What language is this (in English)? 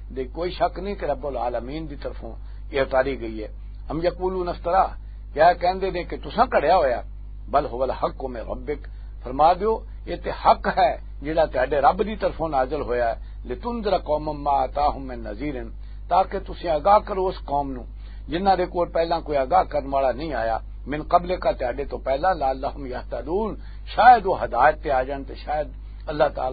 Western Panjabi